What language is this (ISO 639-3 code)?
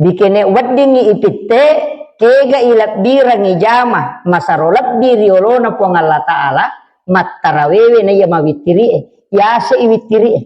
bug